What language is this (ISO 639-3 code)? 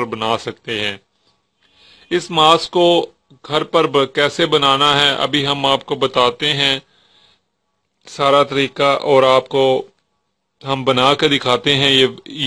urd